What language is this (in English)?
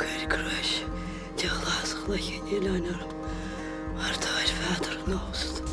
Irish